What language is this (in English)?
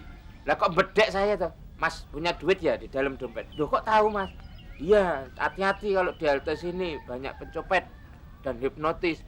Betawi